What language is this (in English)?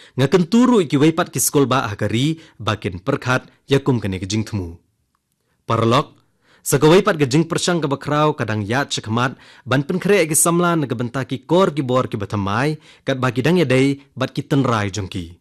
Khasi